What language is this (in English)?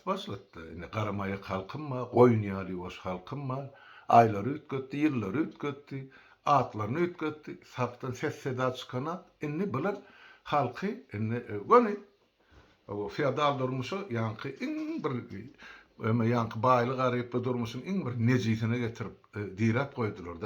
Turkmen